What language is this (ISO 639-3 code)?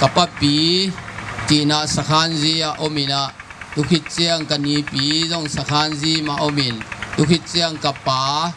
ctd